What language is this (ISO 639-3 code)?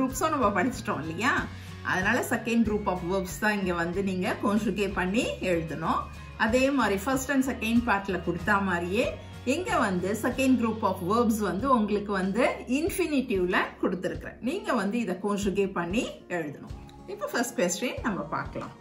tam